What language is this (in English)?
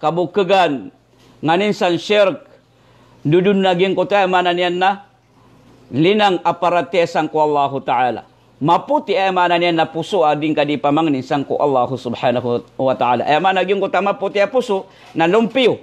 Maranao